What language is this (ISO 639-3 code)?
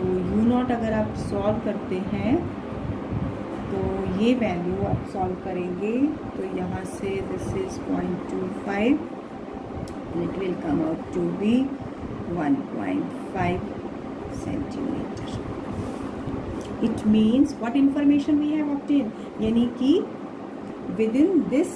hin